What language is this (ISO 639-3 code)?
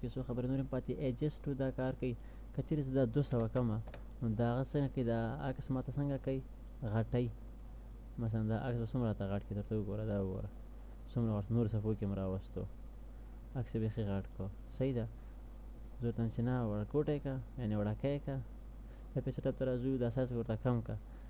pus